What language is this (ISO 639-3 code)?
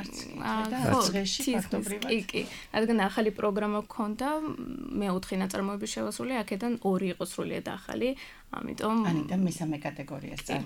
kat